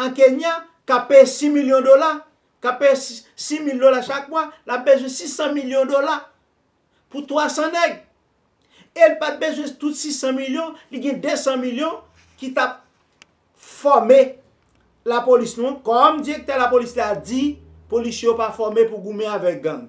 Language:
Haitian Creole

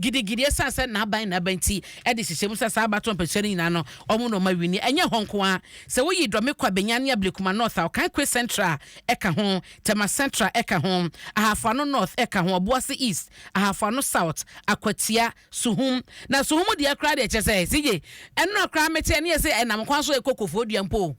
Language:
Akan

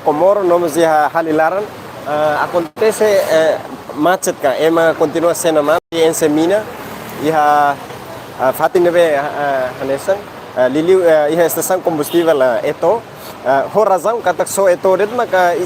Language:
Tetum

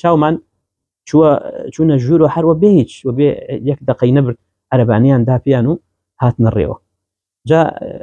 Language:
Central Kurdish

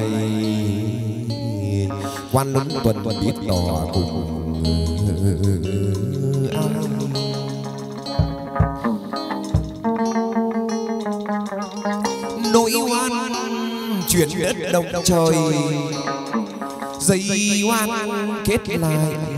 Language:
Vietnamese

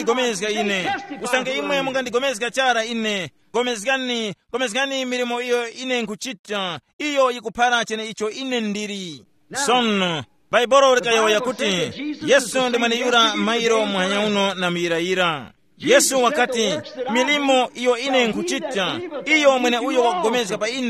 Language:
Tumbuka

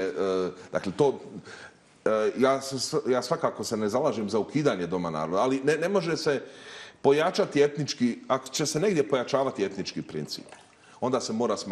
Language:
Bosnian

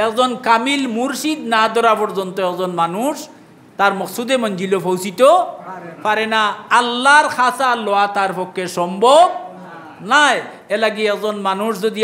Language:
Sylheti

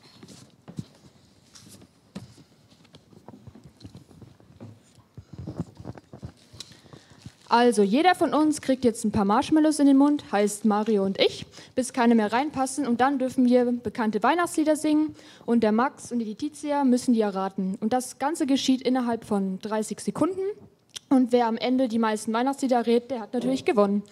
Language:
German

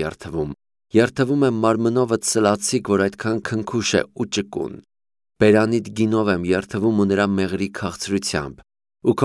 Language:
Armenian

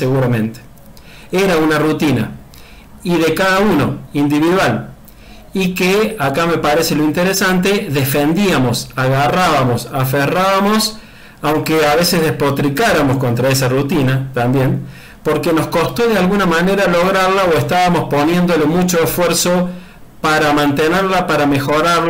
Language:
Spanish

